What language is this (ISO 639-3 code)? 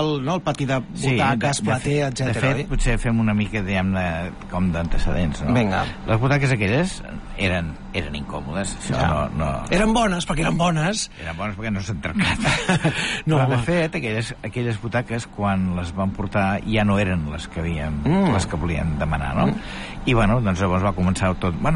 cat